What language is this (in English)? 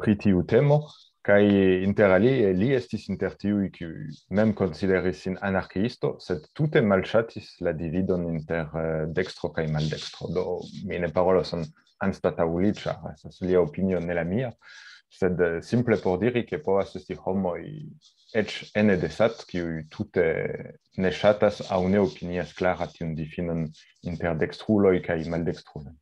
Esperanto